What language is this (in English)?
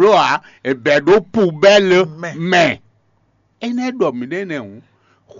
Fon